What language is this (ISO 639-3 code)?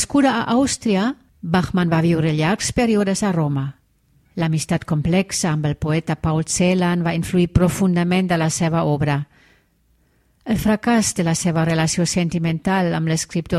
cat